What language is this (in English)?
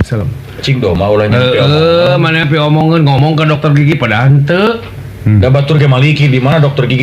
Sundanese